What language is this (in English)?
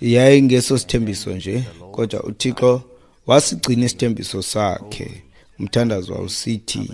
Xhosa